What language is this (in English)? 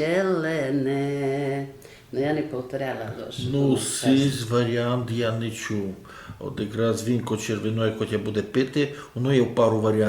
Rusyn